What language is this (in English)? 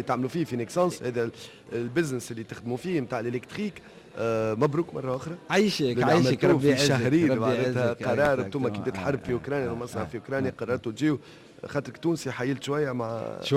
Tunisian Arabic